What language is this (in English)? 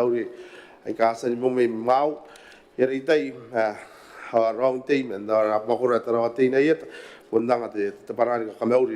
Gilbertese